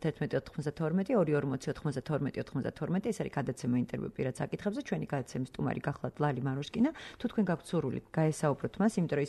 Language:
Georgian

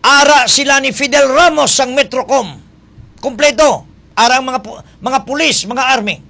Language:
Hiligaynon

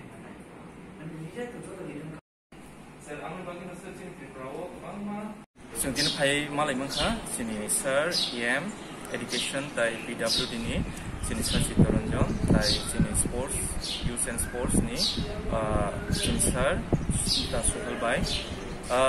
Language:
Kok Borok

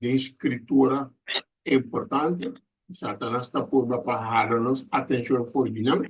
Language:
Papiamento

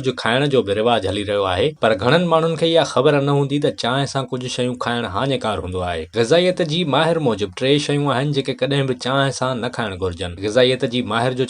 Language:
Sindhi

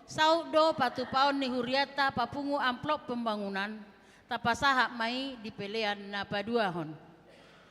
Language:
Batak Toba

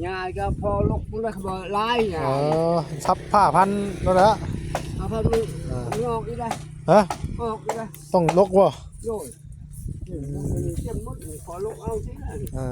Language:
Northeastern Thai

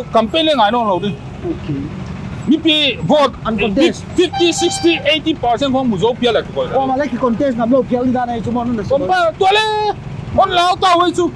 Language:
Paite Chin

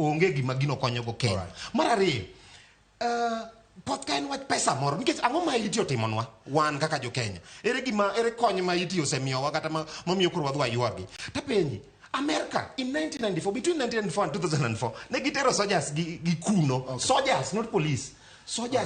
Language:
Luo (Kenya and Tanzania)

